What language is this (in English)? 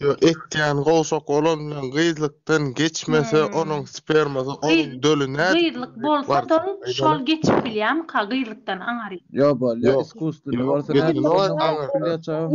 Turkmen